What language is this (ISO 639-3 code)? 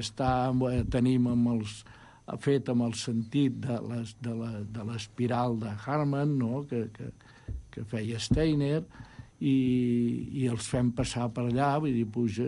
cat